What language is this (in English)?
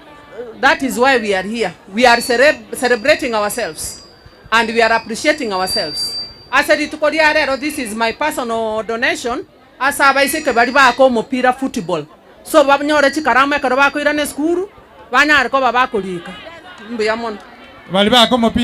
Gusii